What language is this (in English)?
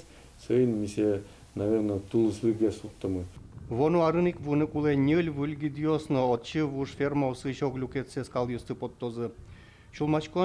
Udmurt